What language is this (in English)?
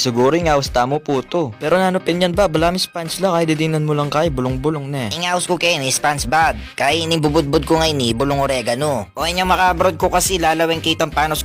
Pampanga